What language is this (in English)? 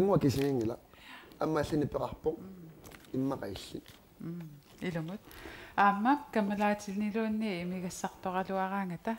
Kalaallisut